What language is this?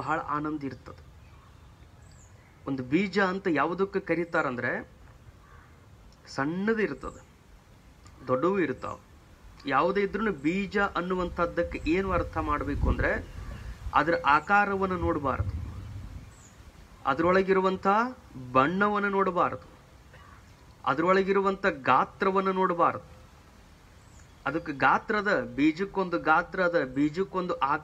Kannada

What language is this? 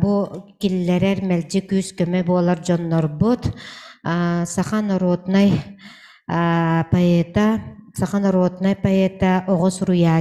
Yakut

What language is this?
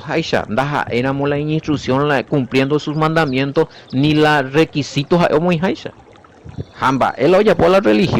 Guarani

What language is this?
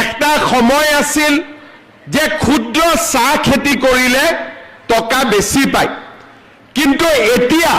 Assamese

